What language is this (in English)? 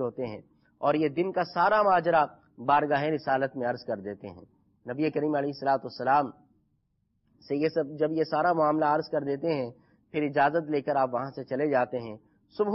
Urdu